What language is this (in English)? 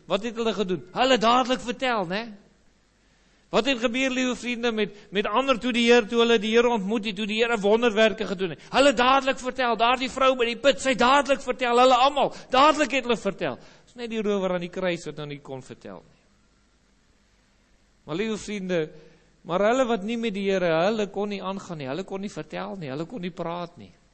Afrikaans